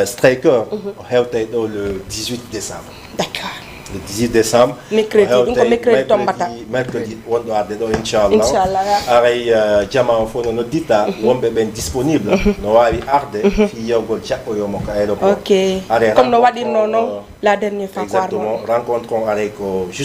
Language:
Fula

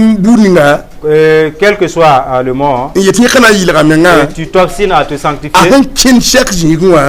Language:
Mossi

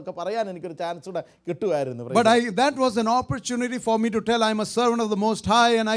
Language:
Malayalam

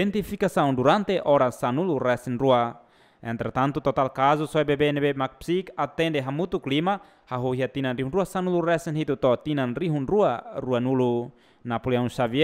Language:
Tetum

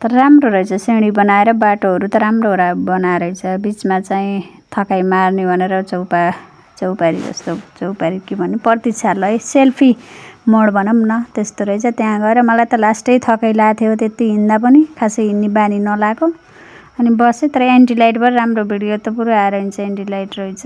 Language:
Nepali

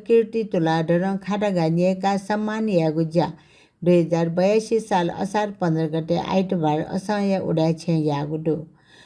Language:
Newari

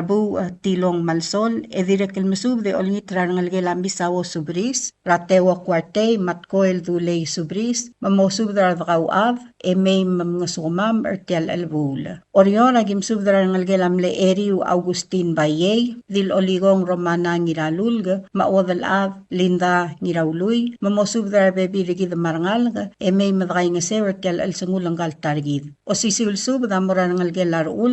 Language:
Palauan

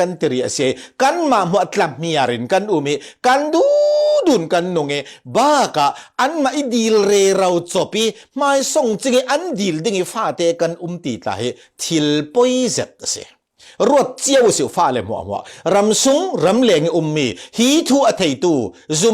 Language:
Falam Chin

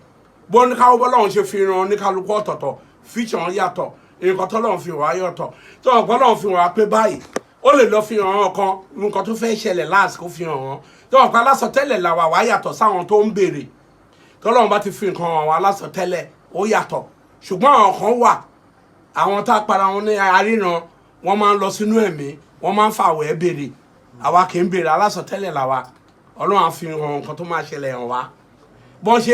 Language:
Yoruba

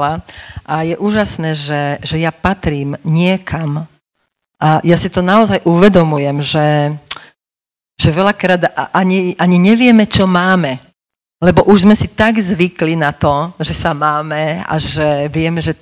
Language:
Slovak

